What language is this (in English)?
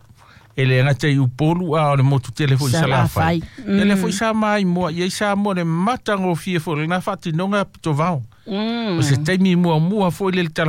Samoan